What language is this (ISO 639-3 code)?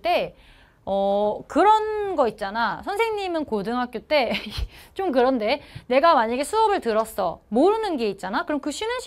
kor